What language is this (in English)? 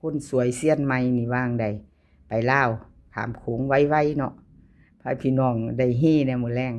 Northeastern Thai